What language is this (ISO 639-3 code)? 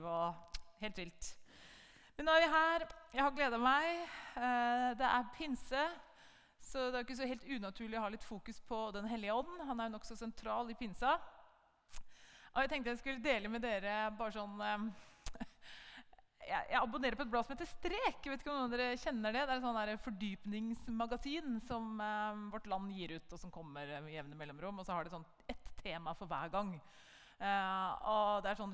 nor